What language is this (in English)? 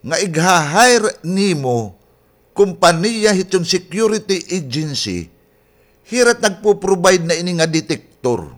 Waray